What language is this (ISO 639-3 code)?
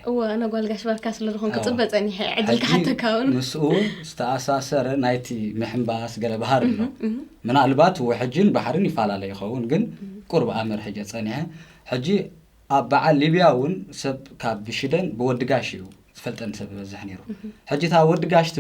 tir